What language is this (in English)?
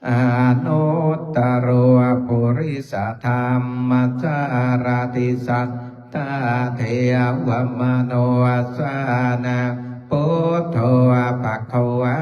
Pali